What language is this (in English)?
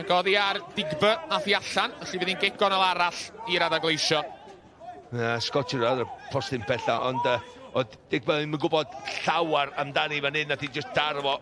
Welsh